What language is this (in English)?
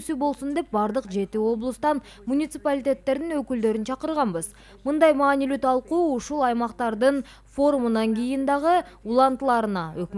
Kyrgyz